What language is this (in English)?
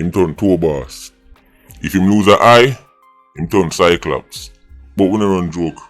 Jamaican Creole English